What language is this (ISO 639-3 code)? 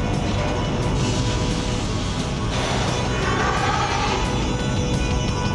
fin